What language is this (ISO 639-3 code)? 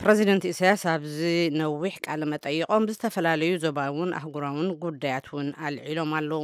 tir